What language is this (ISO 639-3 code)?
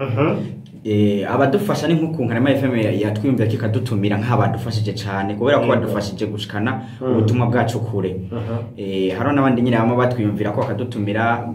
run